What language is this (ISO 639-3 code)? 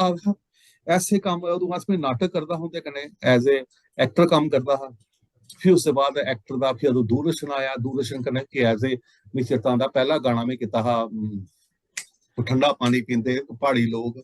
doi